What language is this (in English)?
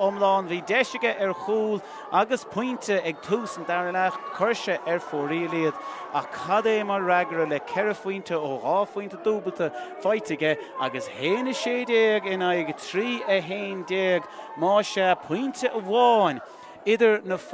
Irish